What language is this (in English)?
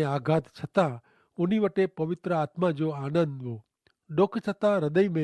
Kachhi